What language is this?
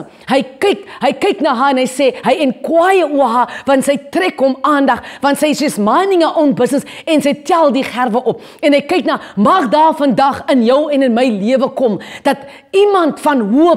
Afrikaans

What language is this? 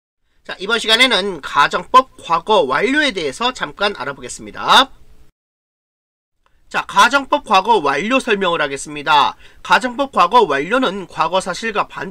Korean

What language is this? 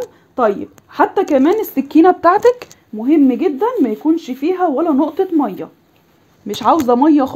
Egyptian Arabic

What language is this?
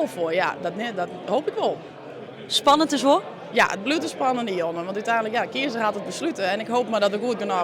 Western Frisian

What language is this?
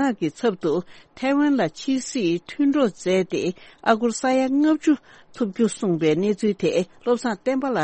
Tibetan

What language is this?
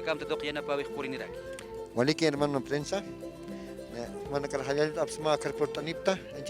Aymara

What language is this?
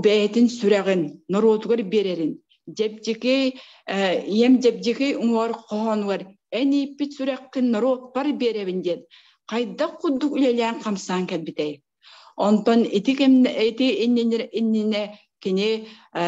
Yakut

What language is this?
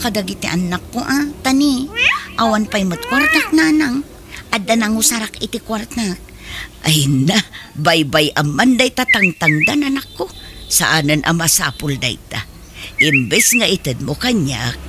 Iloko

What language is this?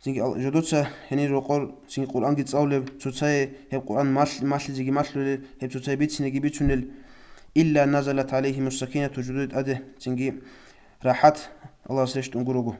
Avaric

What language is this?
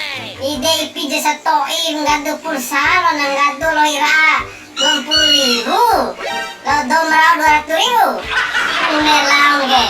Bima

